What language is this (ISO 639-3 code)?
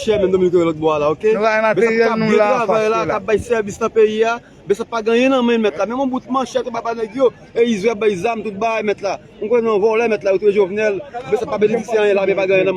hat